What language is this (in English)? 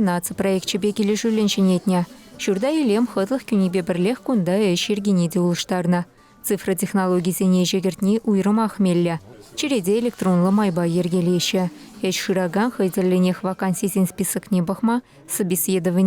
Chuvash